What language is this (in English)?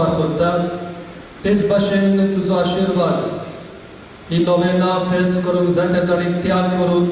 Konkani